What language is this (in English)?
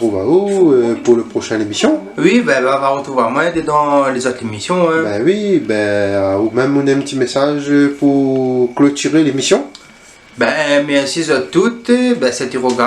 Réunion Creole French